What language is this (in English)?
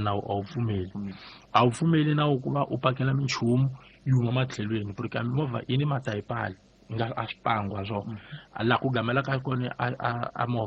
Tsonga